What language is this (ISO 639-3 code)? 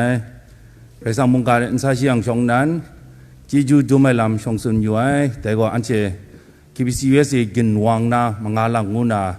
kac